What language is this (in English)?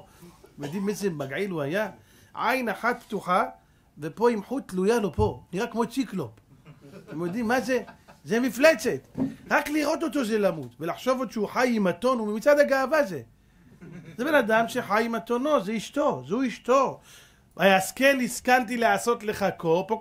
Hebrew